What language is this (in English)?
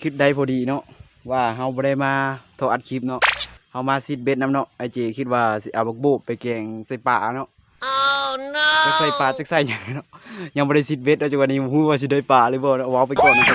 Lao